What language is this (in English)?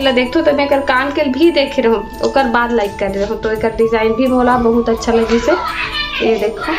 Chhattisgarhi